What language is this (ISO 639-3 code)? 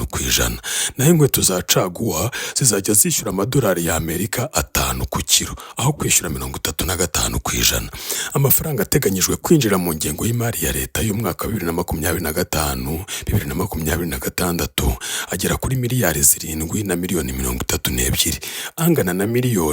kin